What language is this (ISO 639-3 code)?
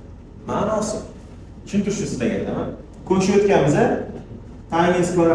uzb